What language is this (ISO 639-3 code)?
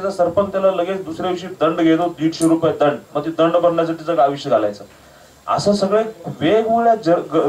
mar